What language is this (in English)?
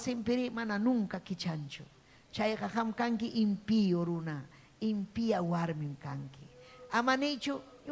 Ayacucho Quechua